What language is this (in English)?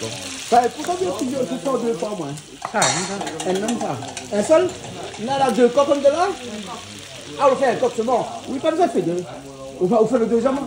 Réunion Creole French